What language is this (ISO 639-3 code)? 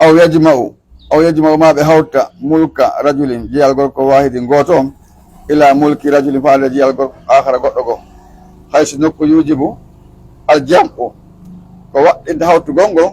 fuf